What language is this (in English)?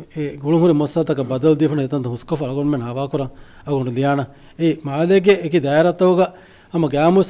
Divehi